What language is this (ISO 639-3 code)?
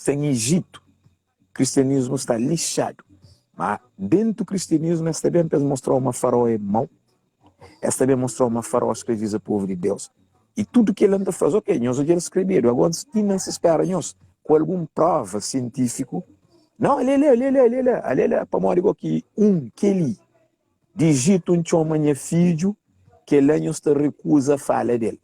kea